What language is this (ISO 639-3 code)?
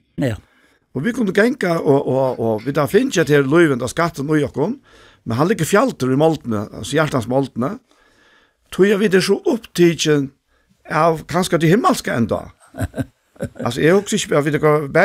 fao